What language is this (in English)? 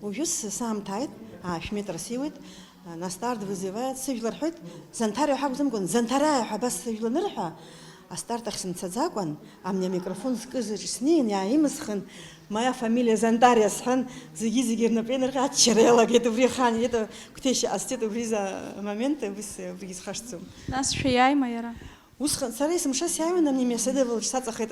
Abkhazian